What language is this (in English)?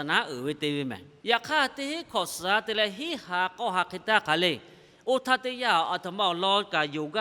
Lahu